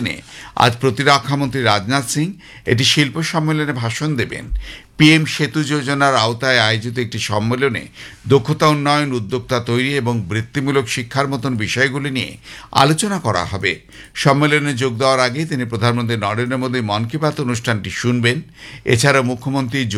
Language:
Bangla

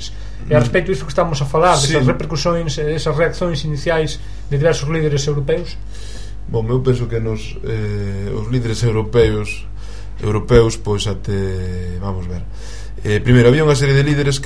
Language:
Galician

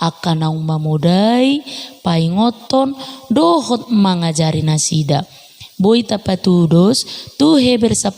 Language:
Batak Toba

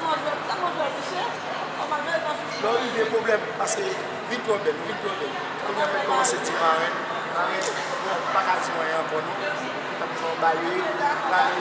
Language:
Haitian Creole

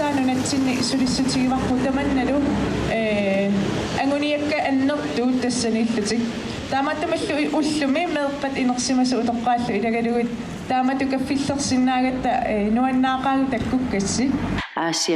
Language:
Kalaallisut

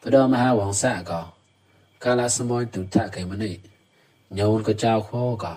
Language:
Mon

